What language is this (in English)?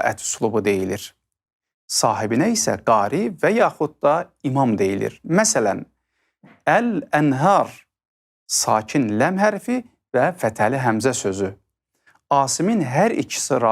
Azerbaijani